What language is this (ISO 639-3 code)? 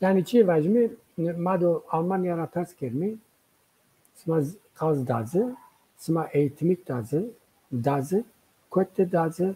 zza